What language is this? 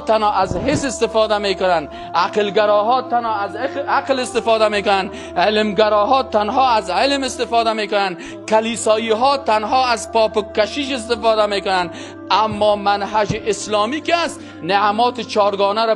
Persian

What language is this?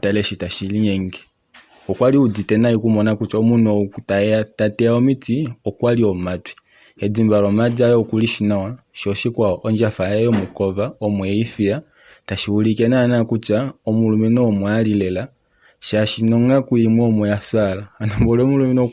Kuanyama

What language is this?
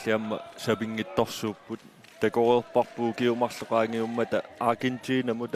Kalaallisut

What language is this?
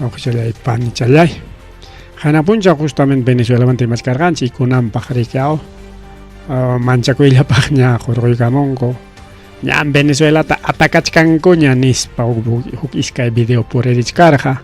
Ayacucho Quechua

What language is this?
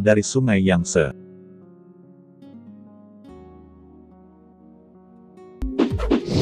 Indonesian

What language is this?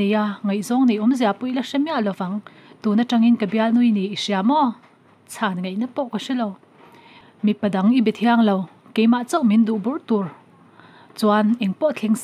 Mizo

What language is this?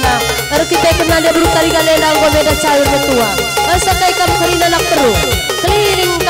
Batak Karo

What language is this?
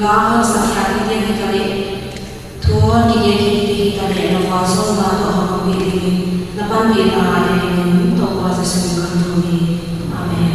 Paite Chin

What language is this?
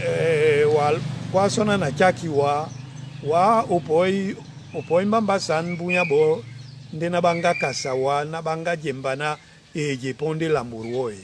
Duala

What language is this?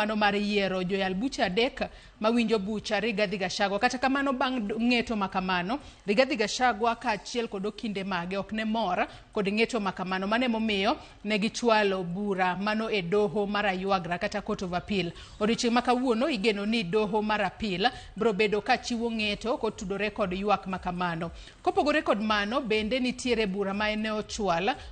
Luo (Kenya and Tanzania)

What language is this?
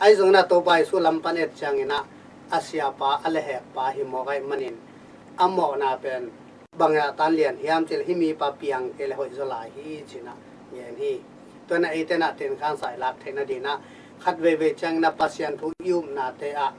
Tedim Chin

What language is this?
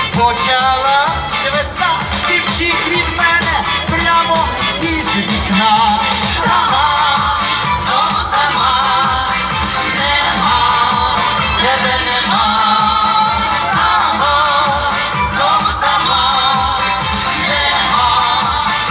Ukrainian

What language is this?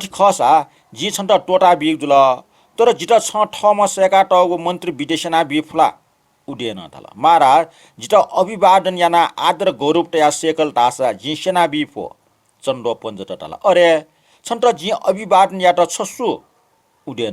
Newari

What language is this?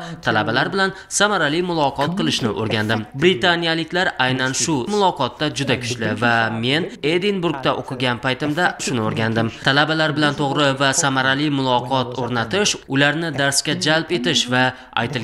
Uzbek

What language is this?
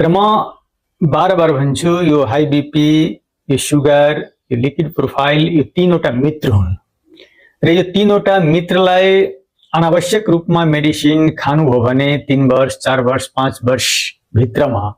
Nepali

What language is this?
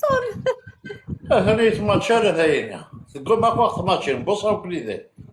Kabyle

